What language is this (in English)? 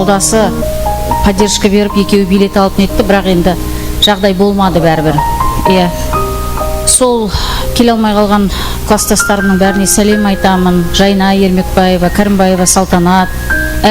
Kara-Kalpak